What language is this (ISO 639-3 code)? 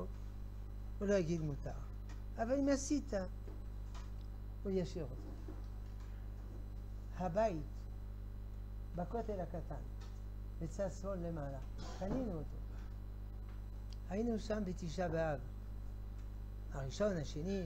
heb